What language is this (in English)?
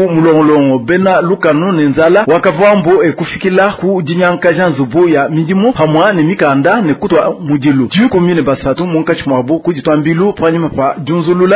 Luba-Lulua